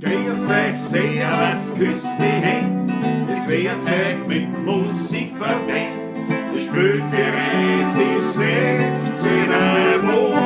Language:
Bavarian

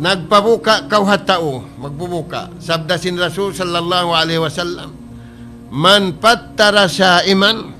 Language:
Tausug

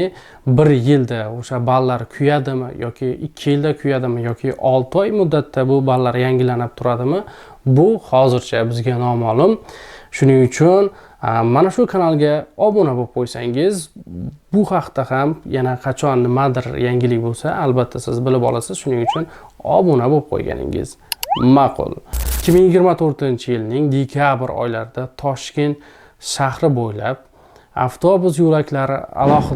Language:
Uzbek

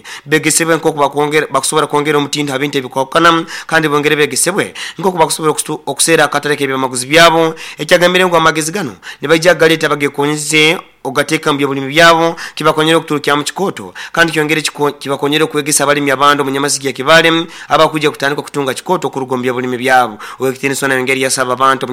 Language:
Nyoro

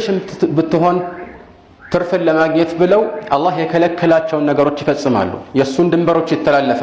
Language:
Amharic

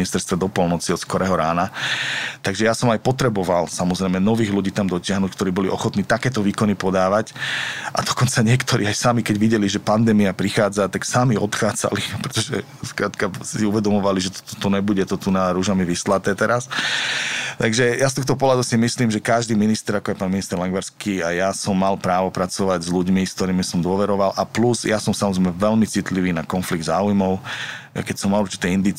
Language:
Slovak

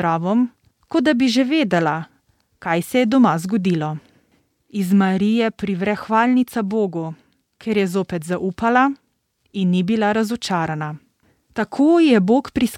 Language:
Slovenian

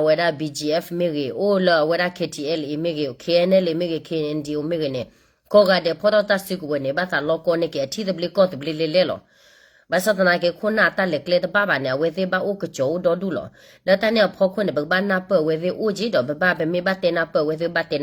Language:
S'gaw Karen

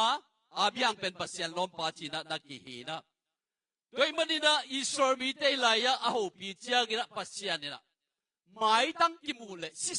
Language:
Tedim Chin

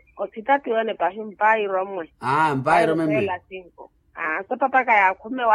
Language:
Makhuwa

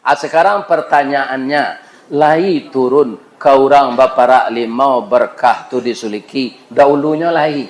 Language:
Minangkabau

